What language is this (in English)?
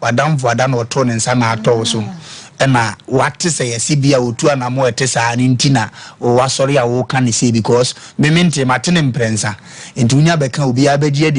Akan